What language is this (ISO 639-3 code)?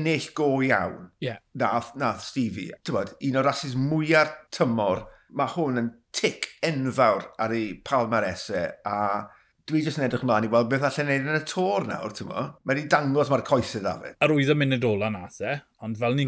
cym